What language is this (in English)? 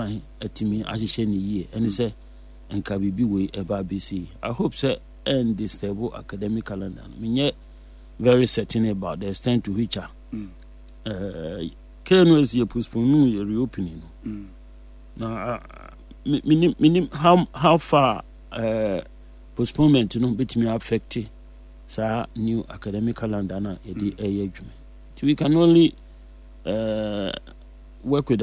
Akan